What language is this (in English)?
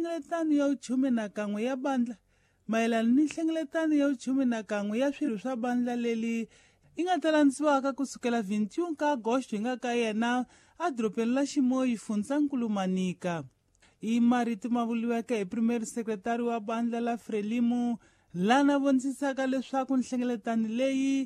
Tsonga